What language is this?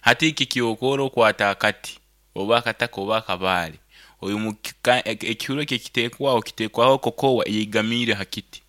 Nyankole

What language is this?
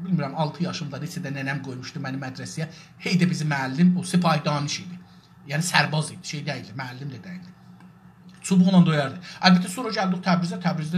South Azerbaijani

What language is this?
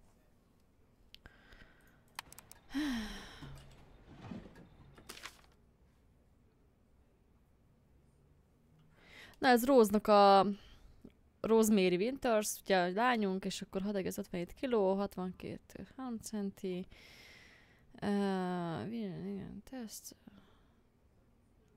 Hungarian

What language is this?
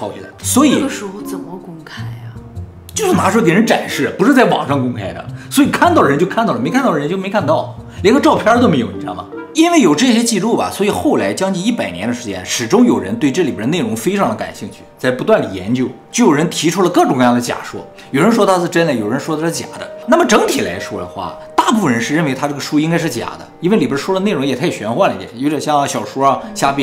Chinese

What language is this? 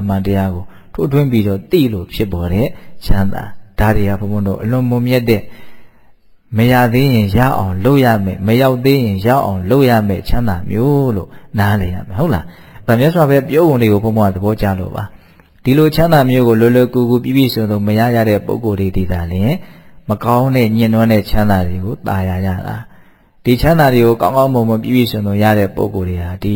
Burmese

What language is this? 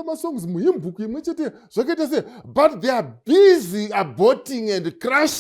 Shona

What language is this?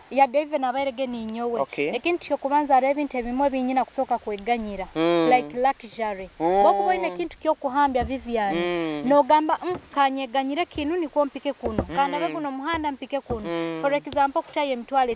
Nyoro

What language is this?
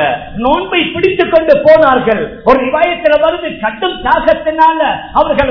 Tamil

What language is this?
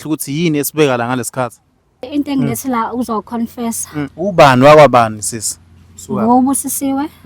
Zulu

